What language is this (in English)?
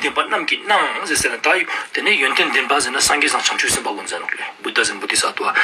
Ladakhi